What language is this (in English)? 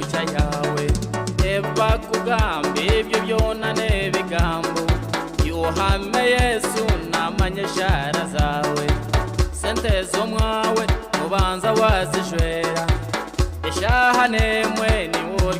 Nyankole